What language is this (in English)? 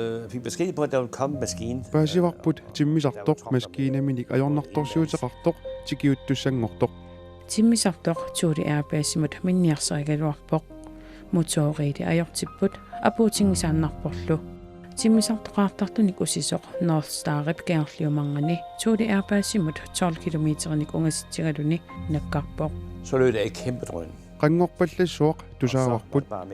Kalaallisut